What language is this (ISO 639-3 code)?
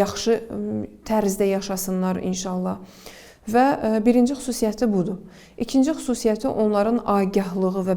aze